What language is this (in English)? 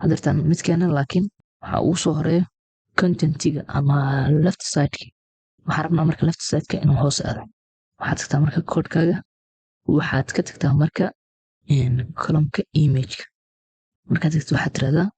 Somali